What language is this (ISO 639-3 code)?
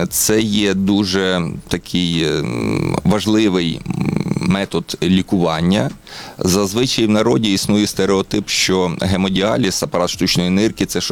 ukr